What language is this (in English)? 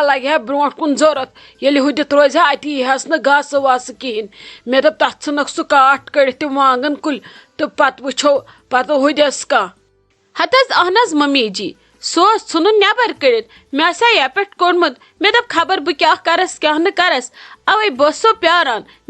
Kashmiri